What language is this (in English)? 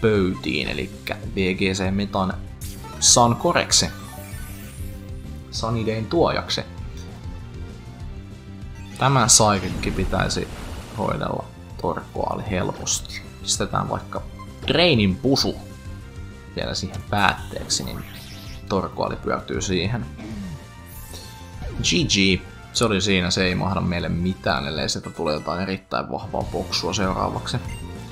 Finnish